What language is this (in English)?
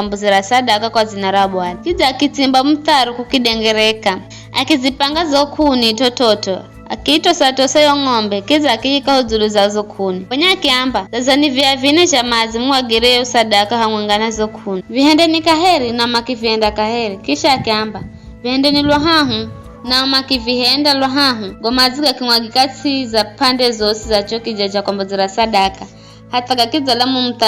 Giryama